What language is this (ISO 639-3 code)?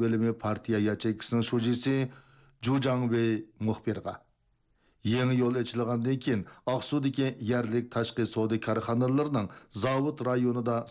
uig